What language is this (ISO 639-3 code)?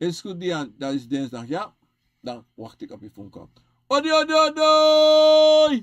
srn